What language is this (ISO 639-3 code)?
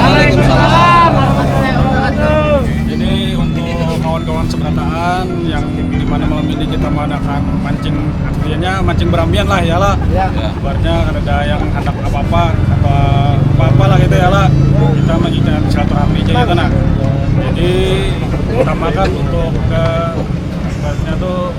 bjn